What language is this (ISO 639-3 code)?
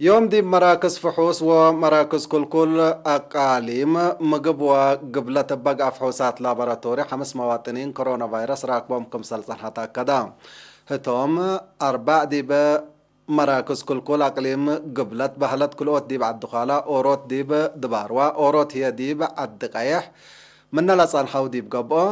tig